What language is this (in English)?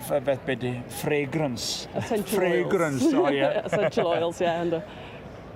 Welsh